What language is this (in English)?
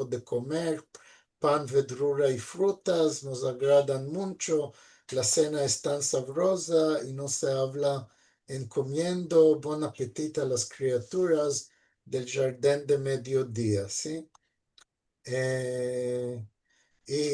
Ladino